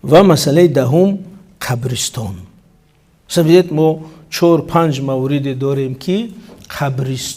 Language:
Tajik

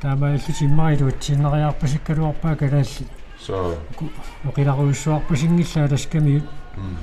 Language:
Kalaallisut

